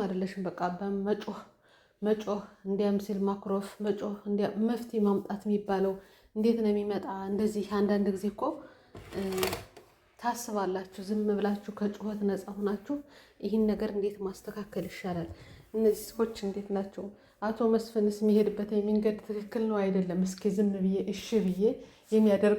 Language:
Amharic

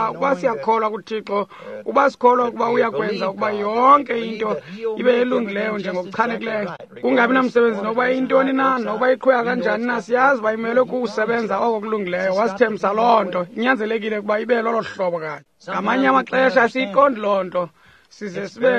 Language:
Xhosa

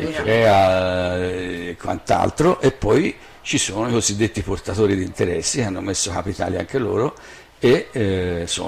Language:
Italian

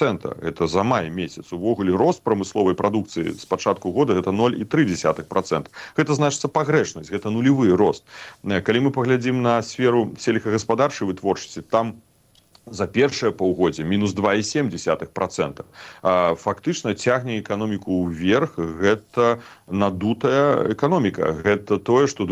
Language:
Belarusian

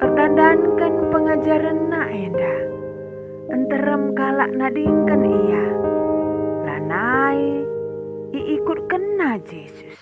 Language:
Batak Karo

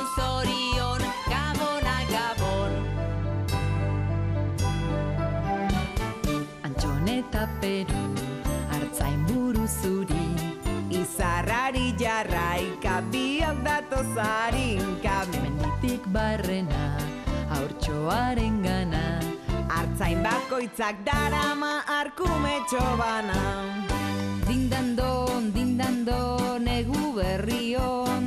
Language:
Basque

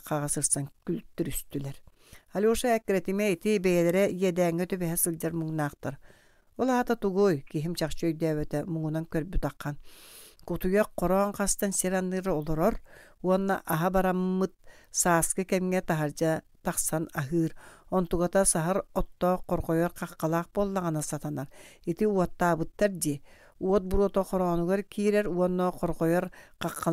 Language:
Yakut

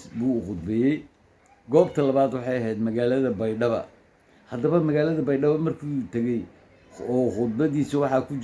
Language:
Somali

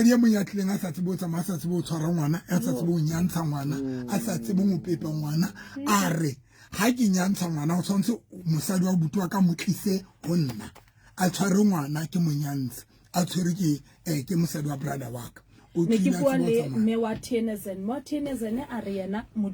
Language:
Southern Sotho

